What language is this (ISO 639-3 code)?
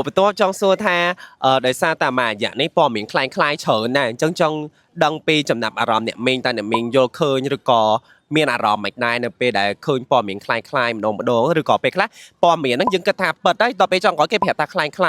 khm